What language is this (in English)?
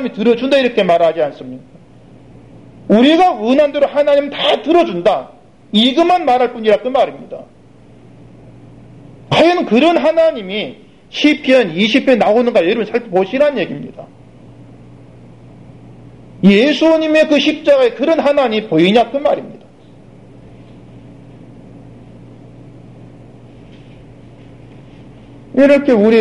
Korean